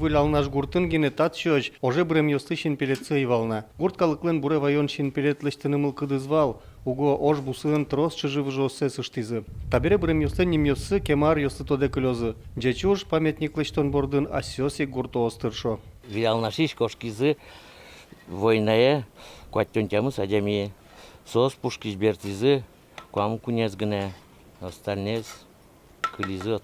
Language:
Udmurt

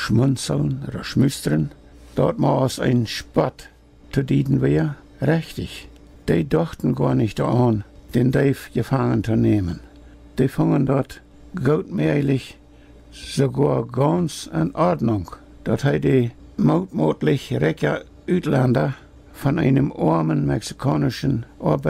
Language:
Plautdietsch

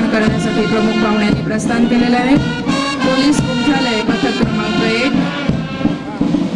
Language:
Marathi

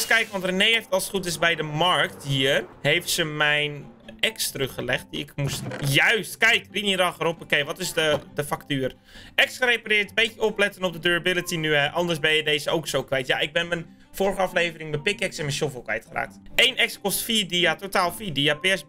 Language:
Dutch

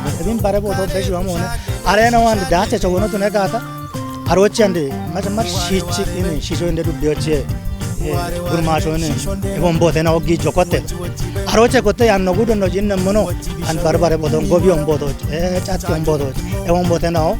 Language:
Kafa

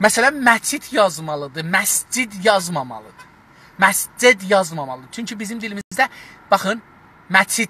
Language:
South Azerbaijani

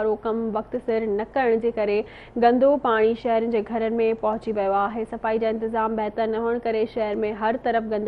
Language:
Sindhi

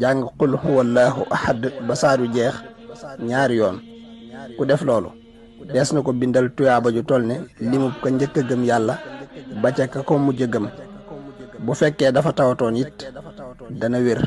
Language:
Wolof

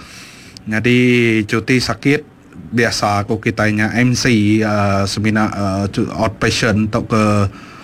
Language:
Iban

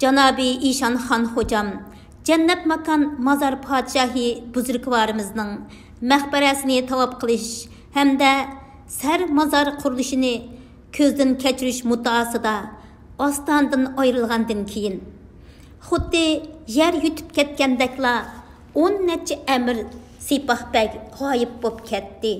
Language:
Uyghur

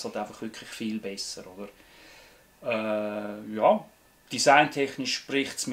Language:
Swiss German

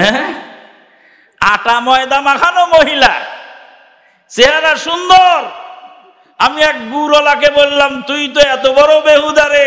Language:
Bangla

